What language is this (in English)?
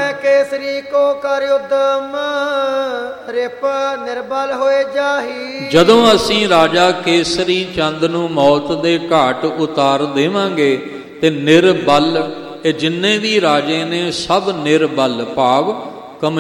Punjabi